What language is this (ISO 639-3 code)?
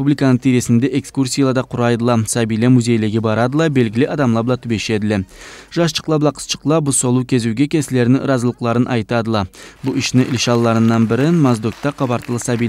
krc